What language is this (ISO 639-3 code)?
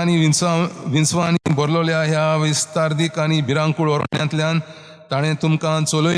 kok